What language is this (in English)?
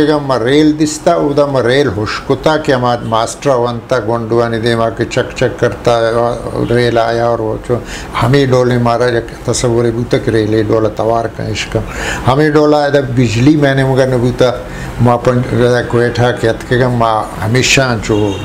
Eastern Balochi